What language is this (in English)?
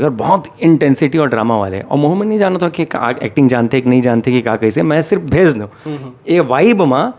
Chhattisgarhi